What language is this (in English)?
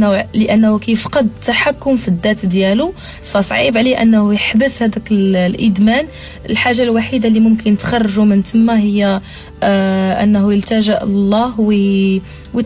Moroccan Arabic